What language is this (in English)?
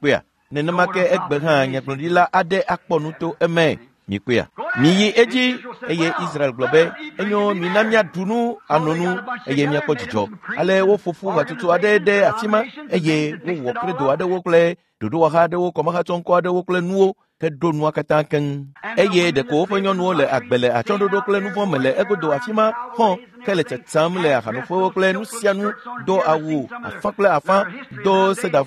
Ewe